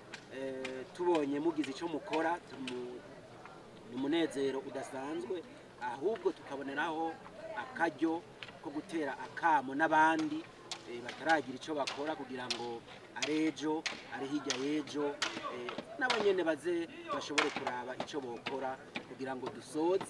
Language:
Rundi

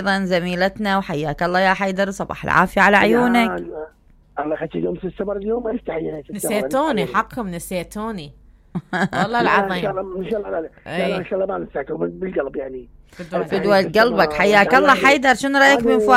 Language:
Mesopotamian Arabic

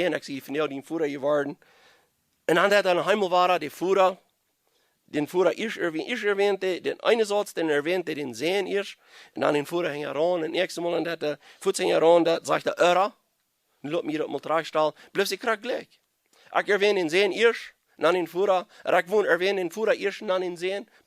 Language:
Plautdietsch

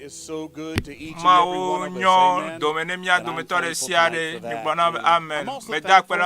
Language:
Ewe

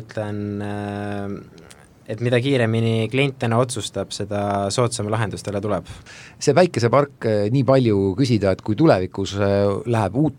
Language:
Estonian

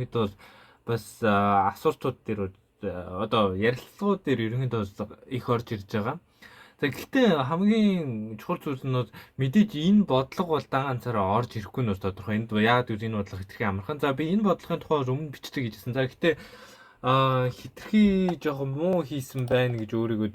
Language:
Mongolian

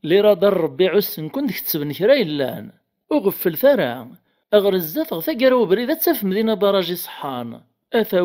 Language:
Kabyle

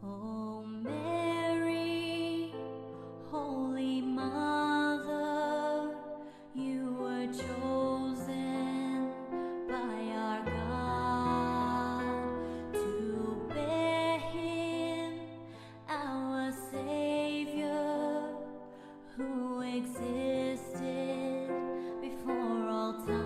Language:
Pampanga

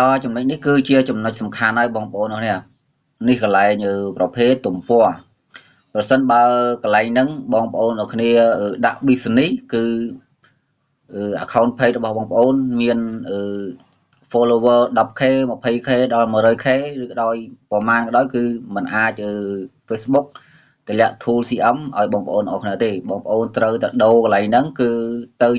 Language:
Khmer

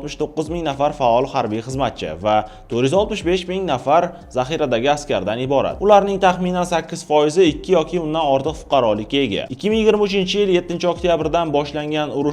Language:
Uzbek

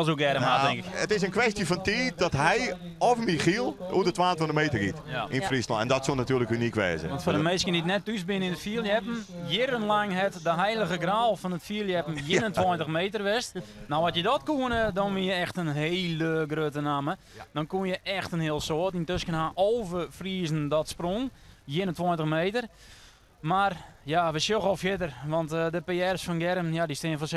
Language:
Western Frisian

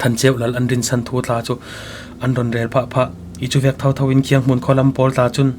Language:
Falam Chin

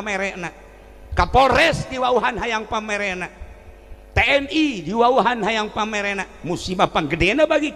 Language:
Sundanese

